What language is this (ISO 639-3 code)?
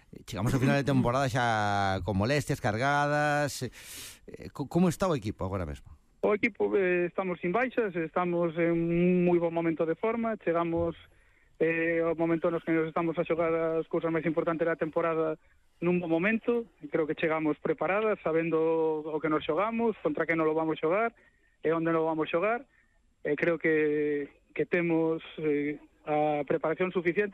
glg